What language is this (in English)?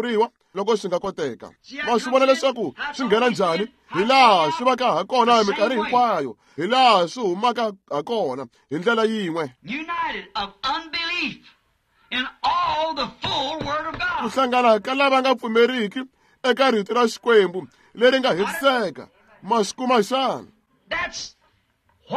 Tsonga